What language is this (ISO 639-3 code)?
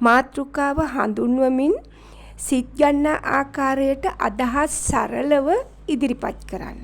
sin